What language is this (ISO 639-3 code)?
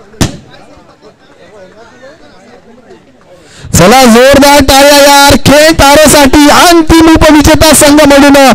mar